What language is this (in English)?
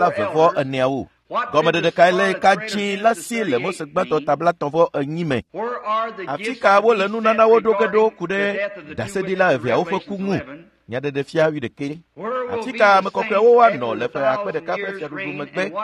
Ewe